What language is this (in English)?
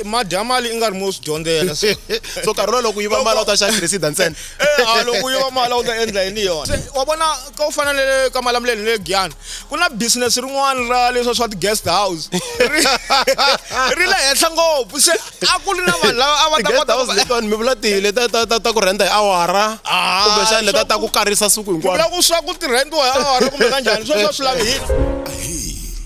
Tsonga